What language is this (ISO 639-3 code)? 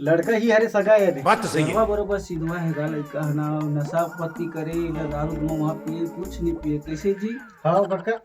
hne